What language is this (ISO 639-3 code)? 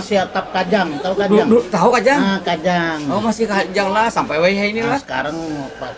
bjn